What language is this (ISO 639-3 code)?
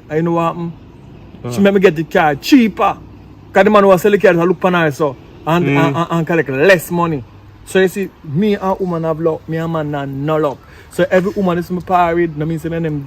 jam